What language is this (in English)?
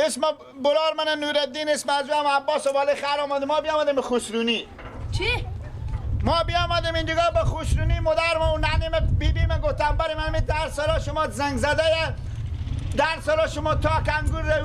Persian